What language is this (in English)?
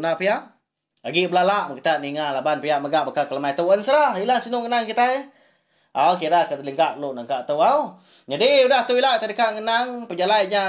Iban